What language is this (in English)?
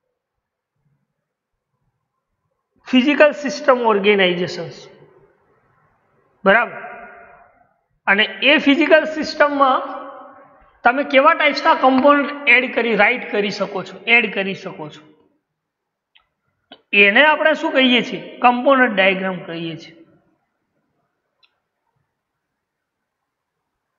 Gujarati